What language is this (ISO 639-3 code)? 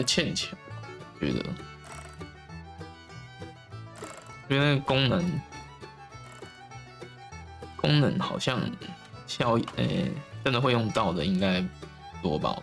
zho